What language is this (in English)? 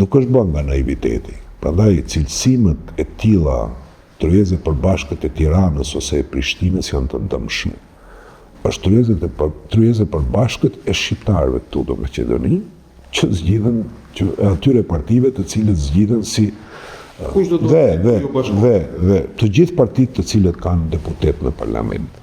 Albanian